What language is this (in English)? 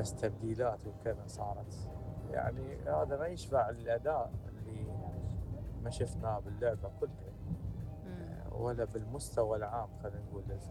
Mesopotamian Arabic